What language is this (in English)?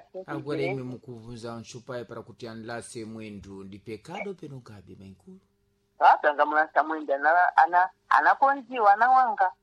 Sena